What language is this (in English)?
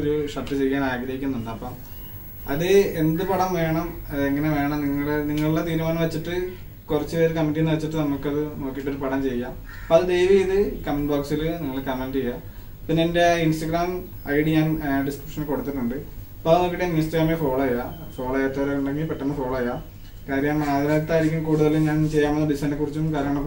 Malayalam